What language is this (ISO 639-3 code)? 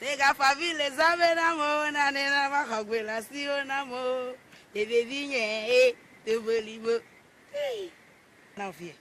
ewe